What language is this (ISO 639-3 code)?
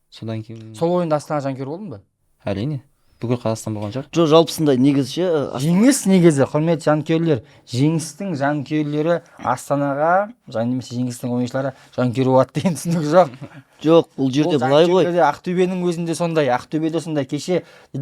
kaz